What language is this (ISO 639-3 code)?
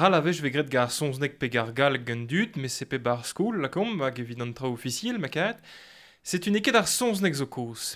bre